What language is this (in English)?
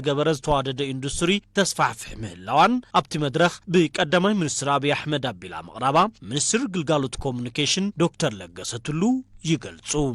Tigrinya